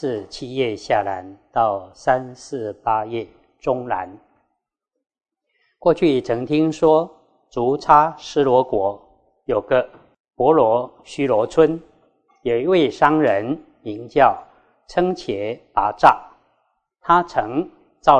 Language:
Chinese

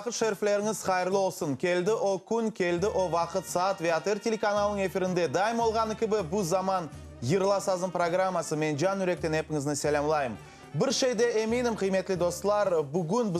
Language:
Crimean Tatar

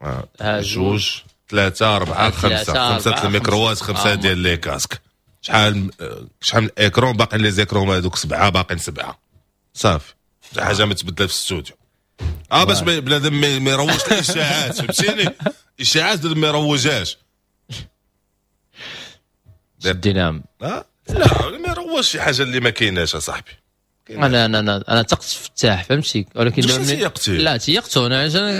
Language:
Moroccan Arabic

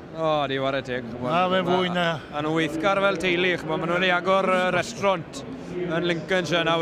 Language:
Welsh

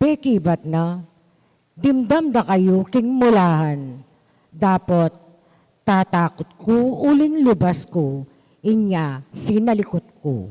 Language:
Pampanga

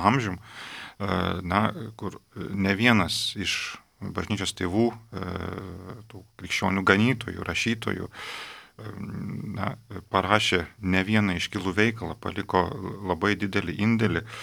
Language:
Lithuanian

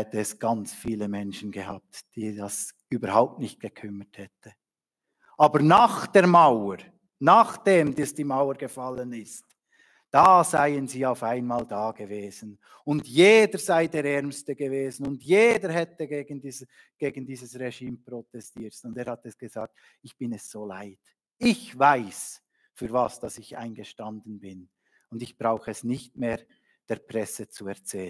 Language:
Swiss German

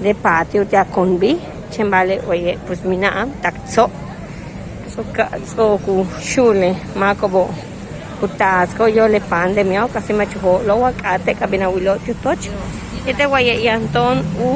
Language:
Yucateco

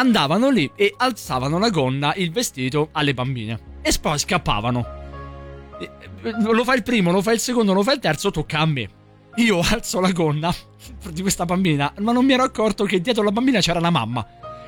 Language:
Italian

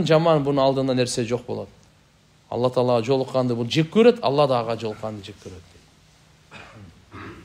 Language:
Kyrgyz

